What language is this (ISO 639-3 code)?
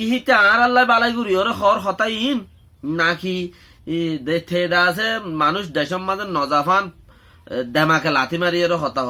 rhg